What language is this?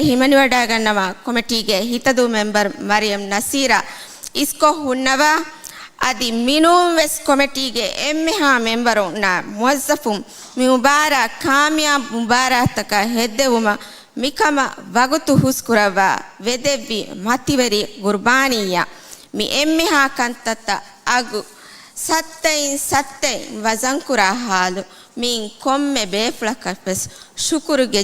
Divehi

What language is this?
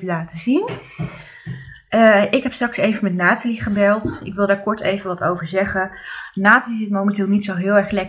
Dutch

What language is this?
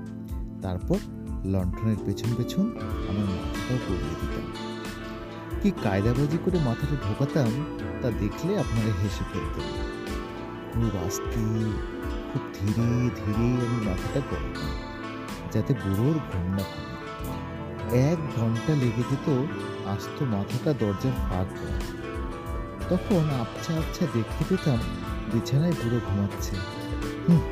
Bangla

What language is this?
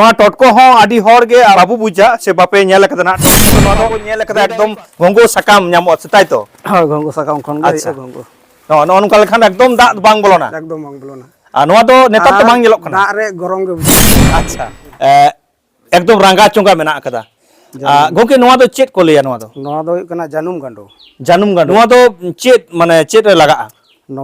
Santali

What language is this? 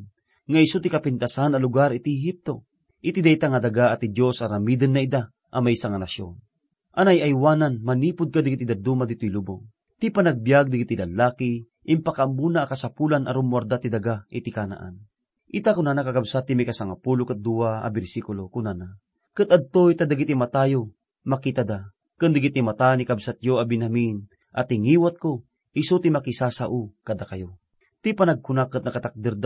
Iloko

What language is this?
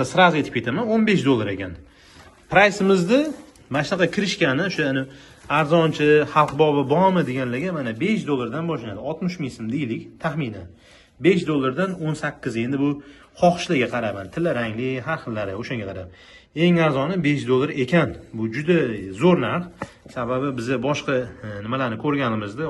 Uzbek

